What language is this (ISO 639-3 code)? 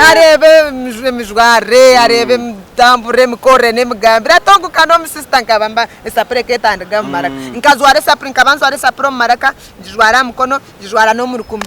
nyn